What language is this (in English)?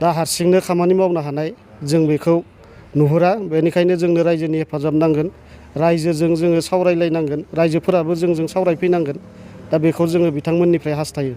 Bodo